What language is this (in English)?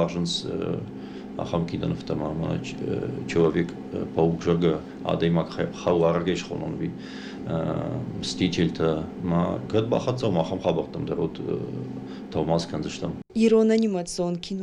Ossetic